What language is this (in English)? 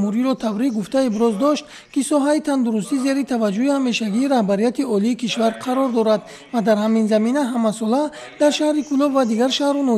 Tajik